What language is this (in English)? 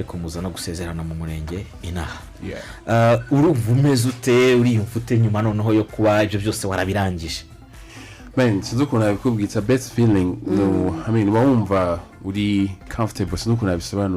Kinyarwanda